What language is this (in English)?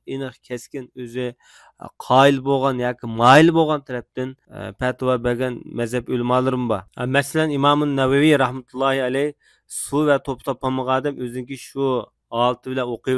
Uyghur